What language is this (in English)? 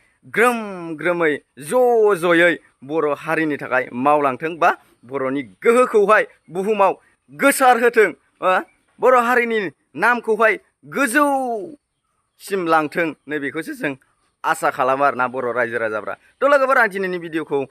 Bodo